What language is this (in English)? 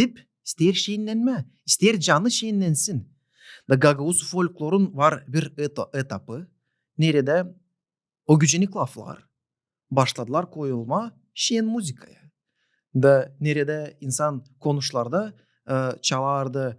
Gagauz